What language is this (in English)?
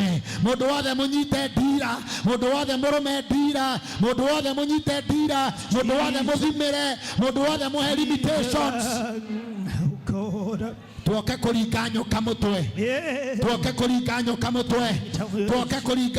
Kikuyu